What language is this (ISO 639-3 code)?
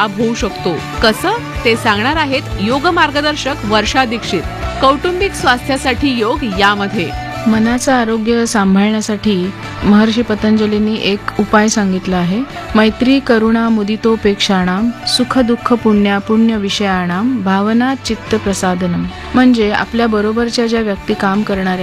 mar